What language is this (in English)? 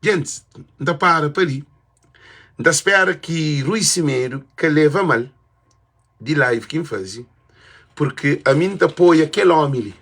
Kabuverdianu